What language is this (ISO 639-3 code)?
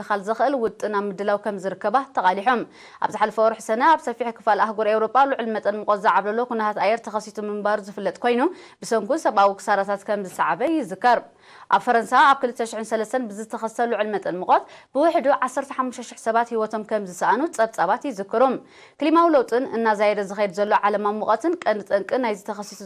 tir